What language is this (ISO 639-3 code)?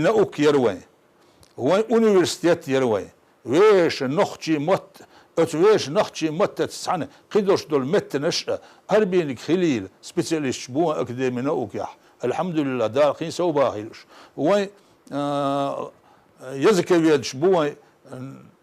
che